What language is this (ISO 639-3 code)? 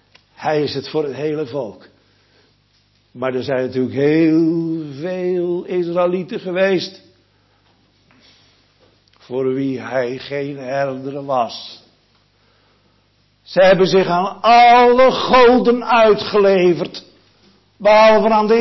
nld